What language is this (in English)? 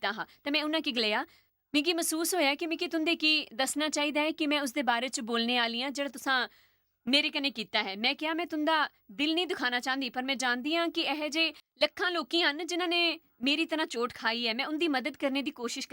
Dogri